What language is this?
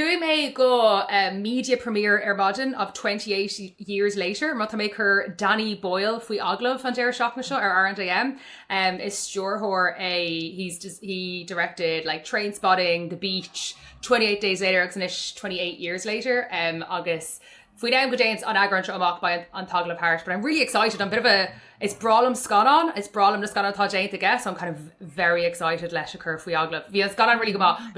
Irish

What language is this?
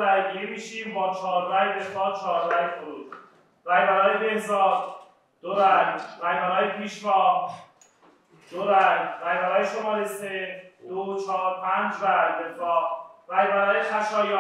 Persian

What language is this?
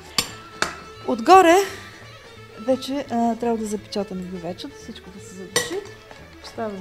Bulgarian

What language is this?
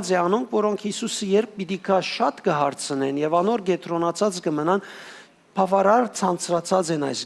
Western Armenian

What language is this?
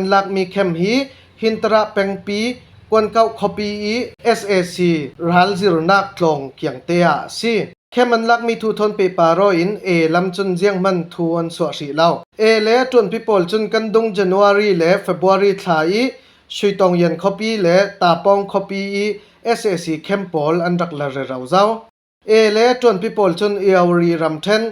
Falam Chin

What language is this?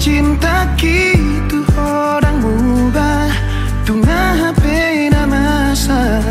Batak Toba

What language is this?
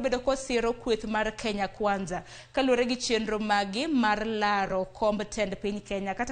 Luo (Kenya and Tanzania)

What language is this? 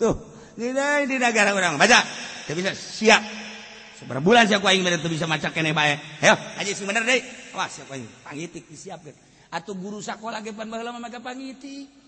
Sundanese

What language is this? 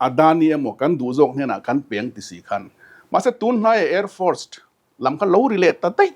Mizo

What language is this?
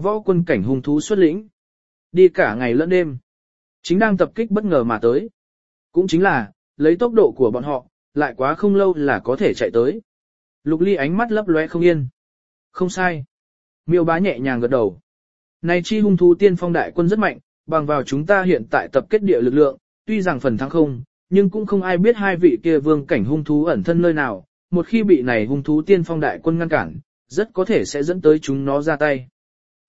Vietnamese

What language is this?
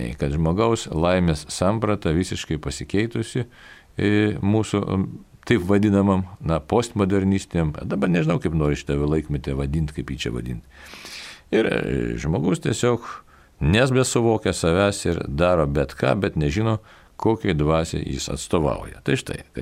Lithuanian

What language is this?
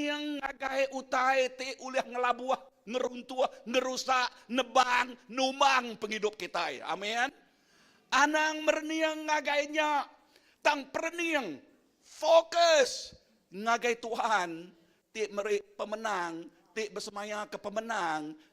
Iban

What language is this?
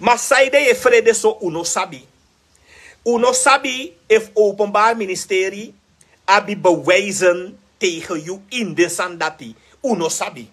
Sranan Tongo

